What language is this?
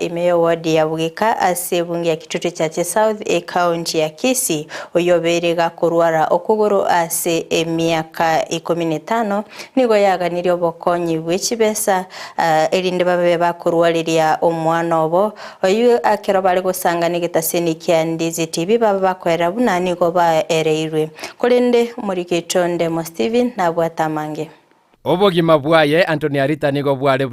Gusii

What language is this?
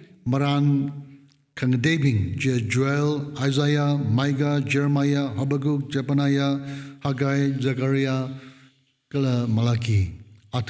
Tangkhul Naga (India)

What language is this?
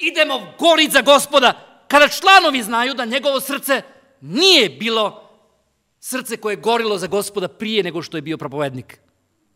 Croatian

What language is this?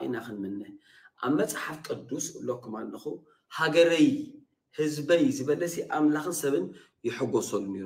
Tigrinya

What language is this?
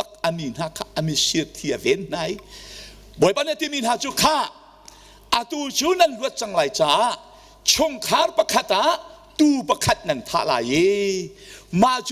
Hakha Chin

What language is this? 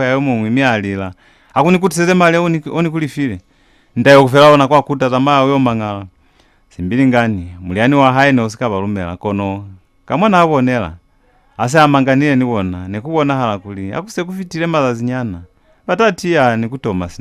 Lozi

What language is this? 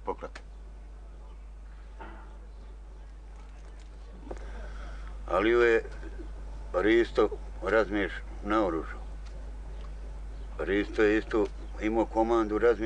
Bosnian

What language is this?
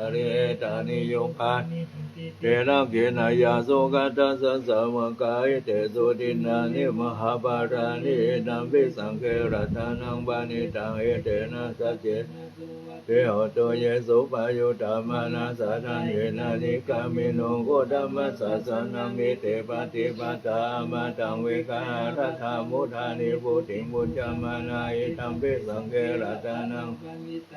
Pali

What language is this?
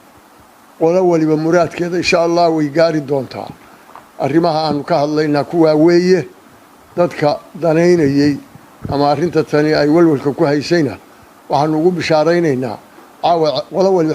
Somali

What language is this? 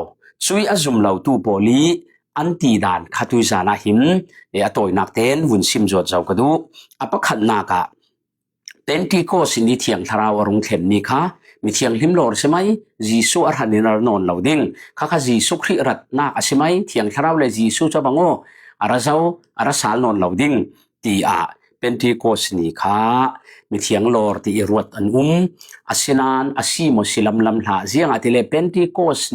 Falam Chin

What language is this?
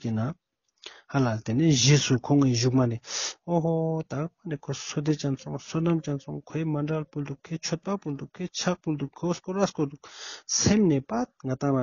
Ladakhi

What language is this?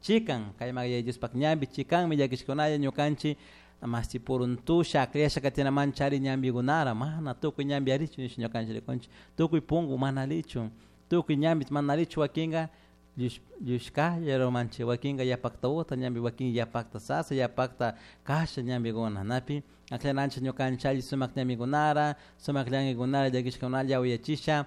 Chimborazo Highland Quichua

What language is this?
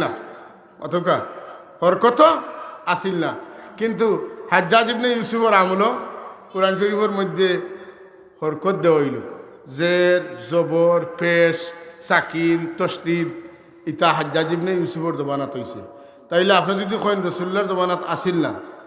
Sylheti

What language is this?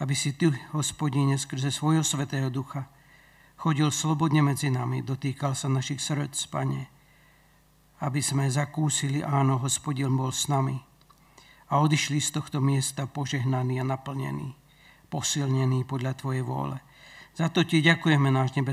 Slovak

